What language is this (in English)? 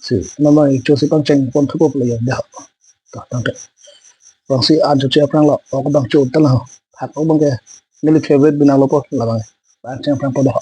Karbi